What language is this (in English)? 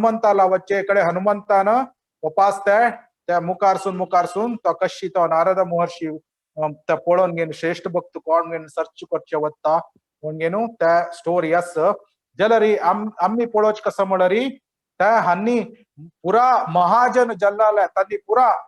Konkani